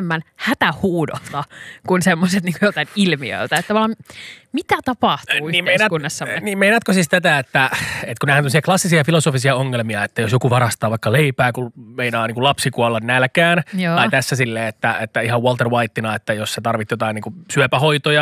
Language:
Finnish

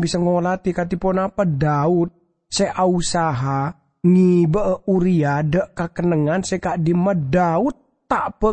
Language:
Madurese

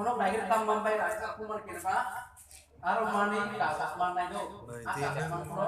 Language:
Kok Borok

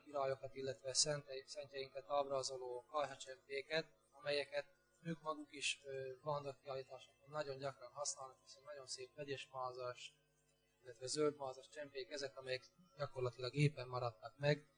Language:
Hungarian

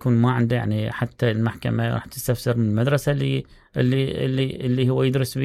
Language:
Mesopotamian Arabic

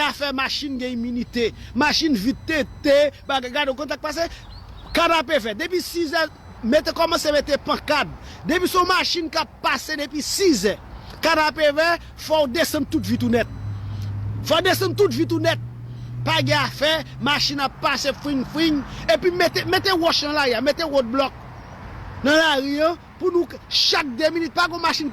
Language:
Haitian Creole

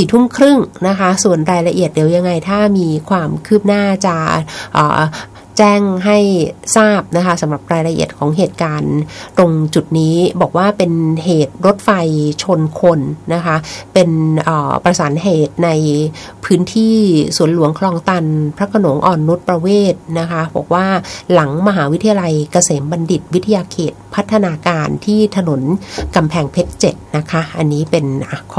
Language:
Thai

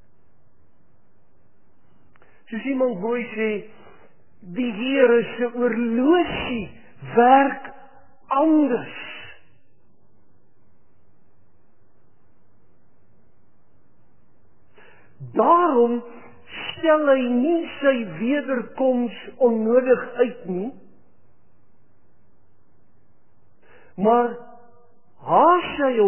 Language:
Afrikaans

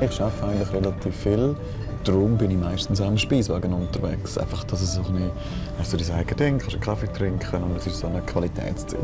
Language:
Romansh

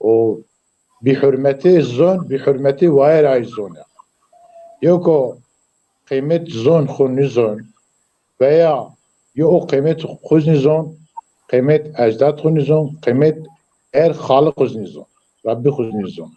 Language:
Zaza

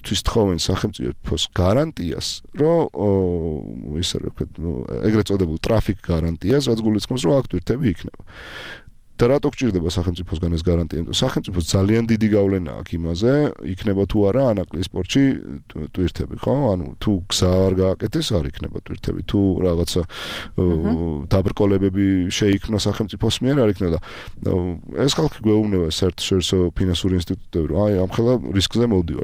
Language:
Georgian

